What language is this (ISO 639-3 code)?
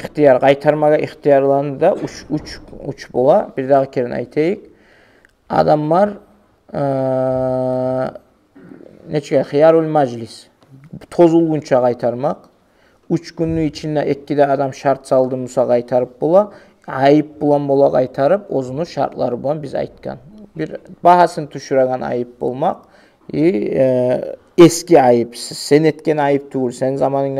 kum